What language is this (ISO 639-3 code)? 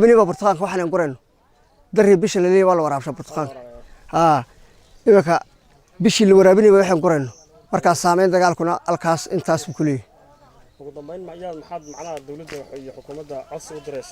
som